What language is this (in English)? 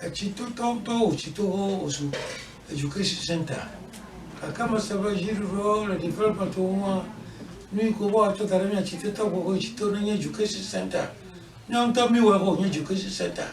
Ewe